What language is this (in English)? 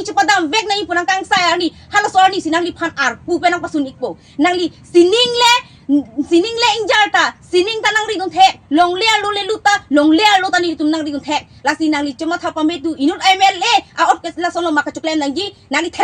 Karbi